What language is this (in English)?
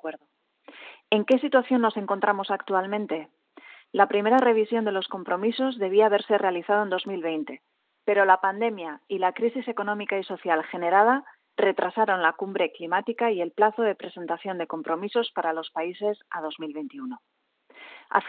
Spanish